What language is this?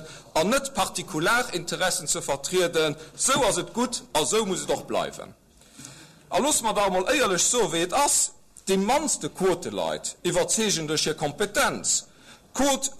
Luxembourgish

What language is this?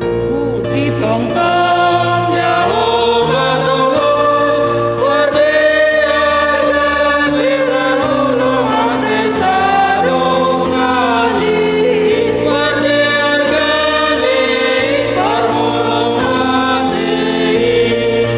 Batak Simalungun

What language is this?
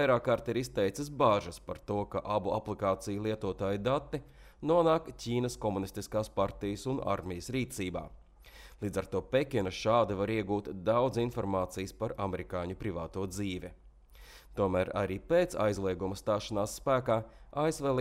Latvian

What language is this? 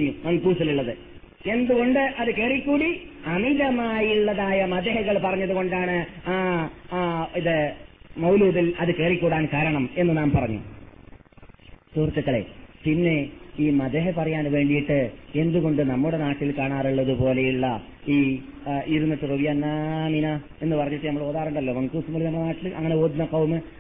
Malayalam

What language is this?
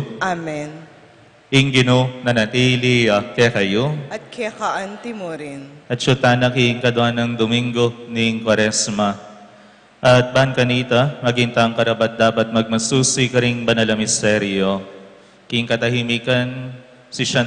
Pampanga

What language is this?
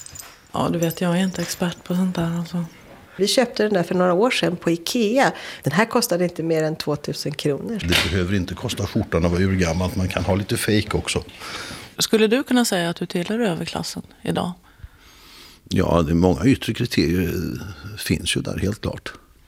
Swedish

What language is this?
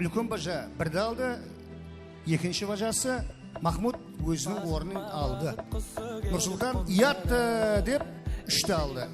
Kara-Kalpak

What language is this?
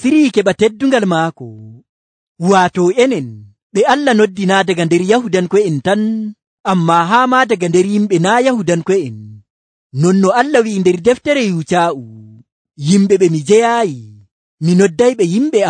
Nigerian Fulfulde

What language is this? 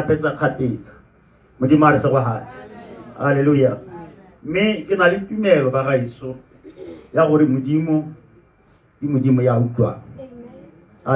Tswana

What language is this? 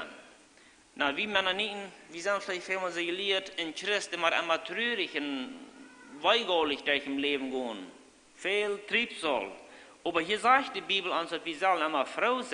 Plautdietsch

